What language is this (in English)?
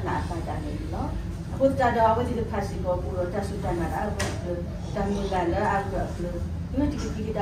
S'gaw Karen